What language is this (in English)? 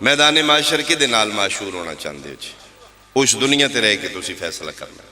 Pahari-Potwari